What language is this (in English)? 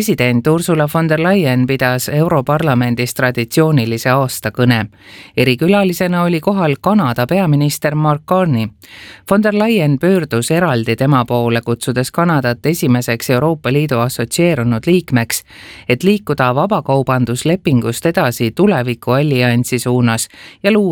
Estonian